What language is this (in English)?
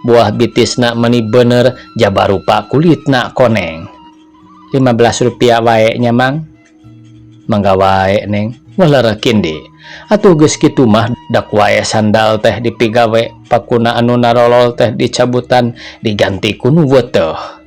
Sundanese